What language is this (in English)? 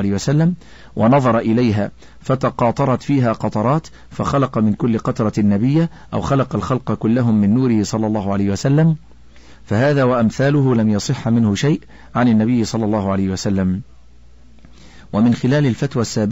Arabic